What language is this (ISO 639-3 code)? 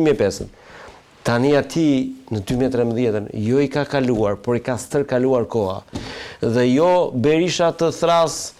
sqi